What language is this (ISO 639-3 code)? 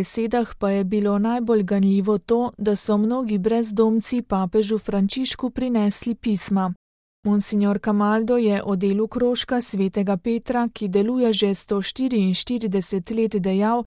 slv